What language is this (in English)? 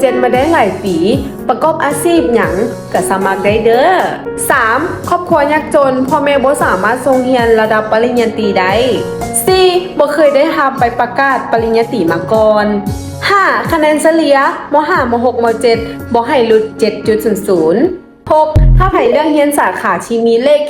Lao